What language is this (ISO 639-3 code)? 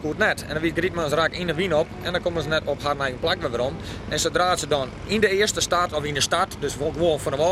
fry